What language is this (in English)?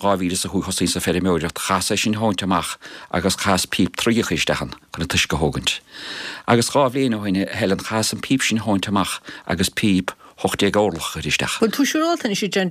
Irish